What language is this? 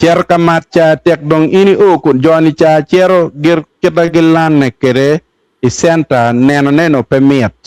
Acoli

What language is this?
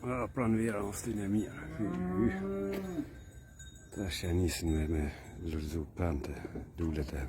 Albanian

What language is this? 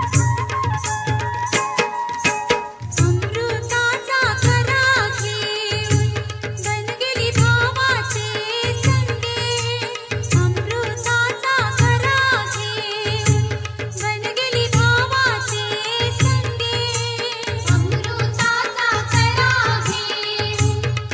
Marathi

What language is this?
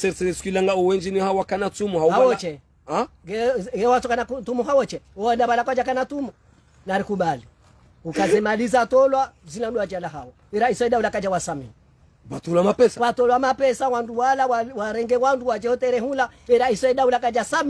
Ngazidja Comorian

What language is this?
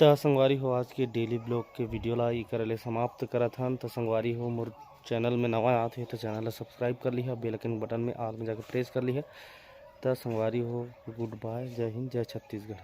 Chhattisgarhi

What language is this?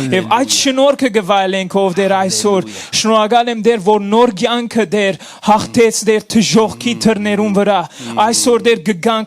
Western Armenian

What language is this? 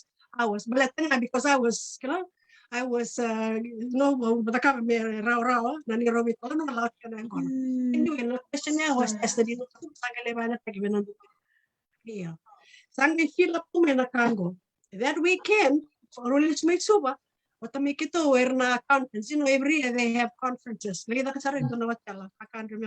Fijian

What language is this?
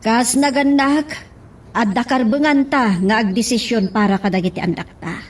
Iloko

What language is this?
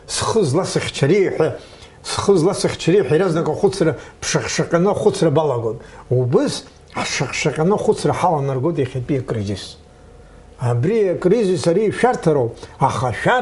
Abkhazian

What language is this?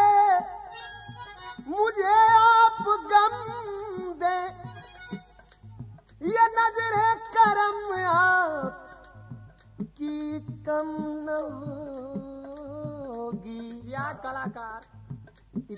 Bhojpuri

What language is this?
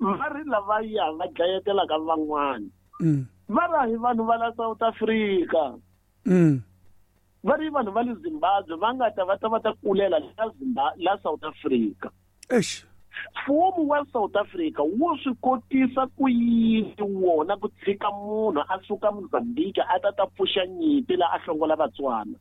Tsonga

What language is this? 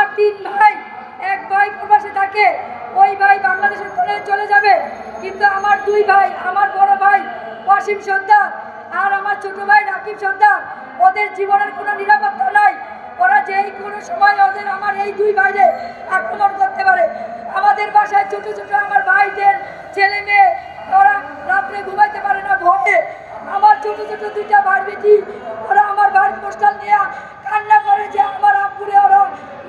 Bangla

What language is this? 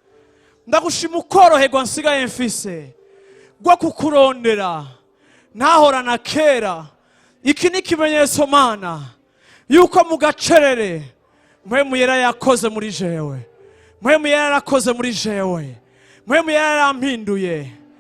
Rundi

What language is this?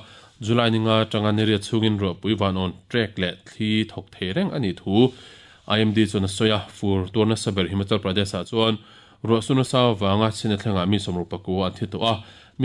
Mizo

